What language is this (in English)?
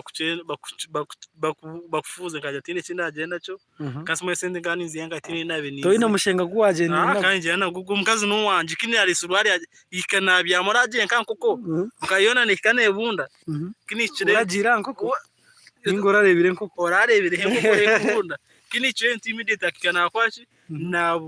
Nyankole